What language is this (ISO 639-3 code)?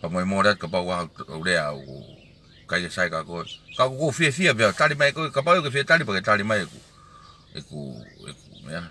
ton